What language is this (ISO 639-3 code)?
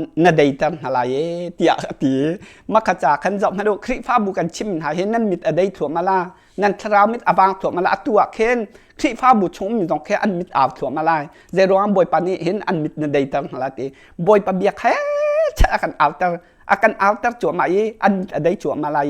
cnh